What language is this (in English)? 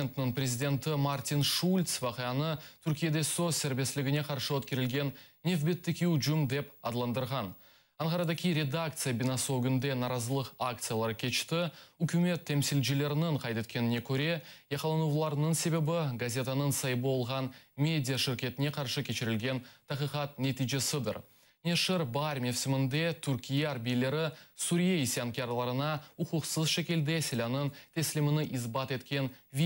Crimean Tatar